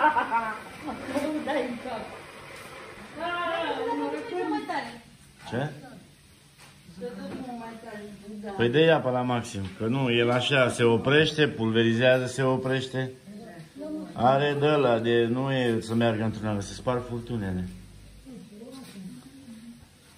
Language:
Romanian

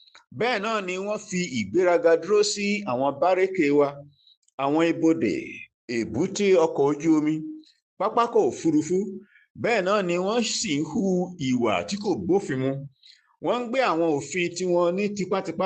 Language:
Yoruba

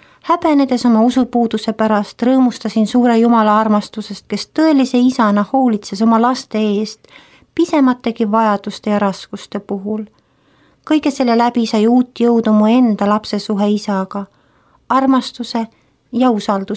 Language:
Estonian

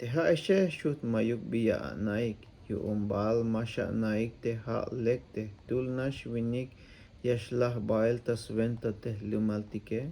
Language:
Tzeltal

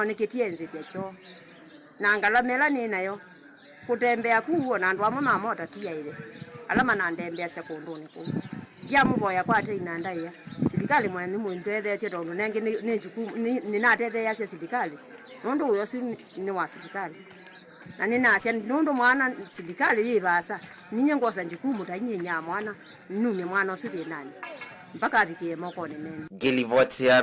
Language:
Kamba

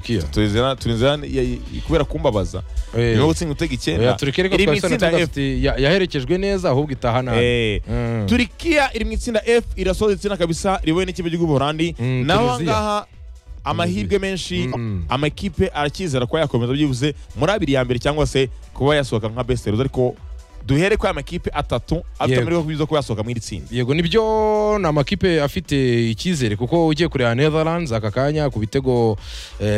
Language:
Kinyarwanda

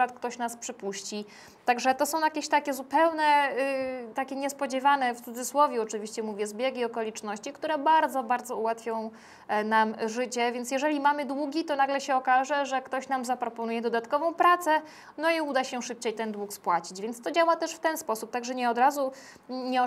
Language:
Polish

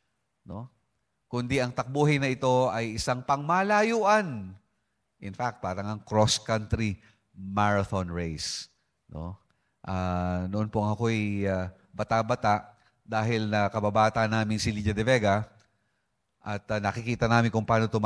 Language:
Filipino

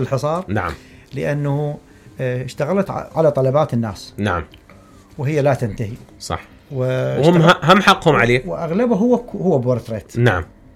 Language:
Mesopotamian Arabic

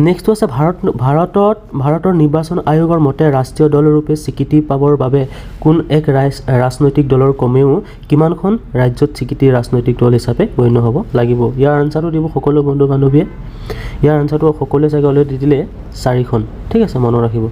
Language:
Assamese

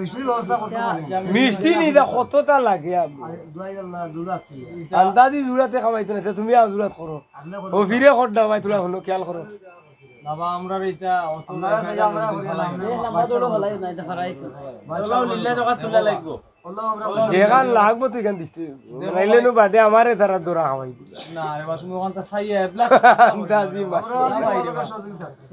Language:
Sylheti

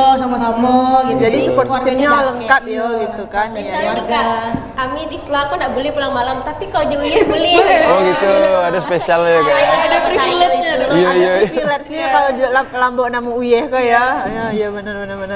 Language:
Minangkabau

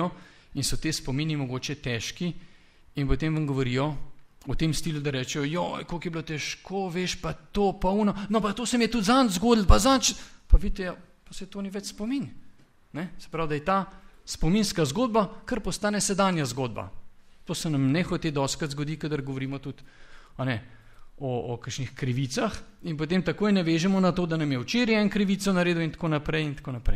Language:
Slovenian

